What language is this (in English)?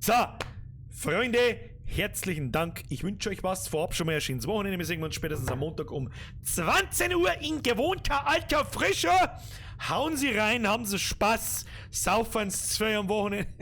Bavarian